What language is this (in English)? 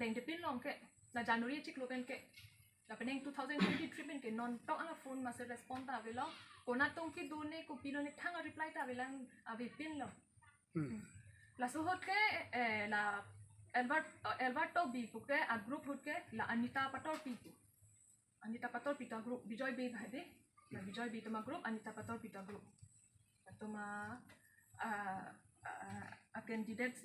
Karbi